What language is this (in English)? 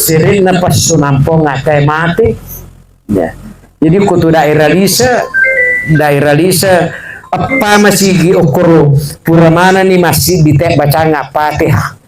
Buginese